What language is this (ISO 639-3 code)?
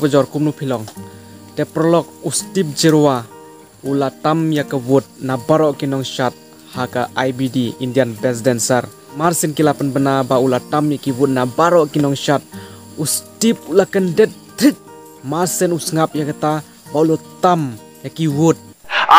kha